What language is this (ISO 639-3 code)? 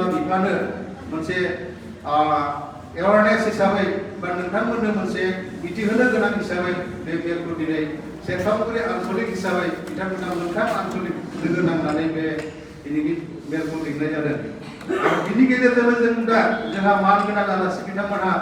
brx